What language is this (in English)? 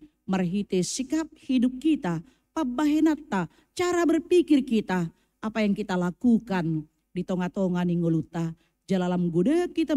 Batak Toba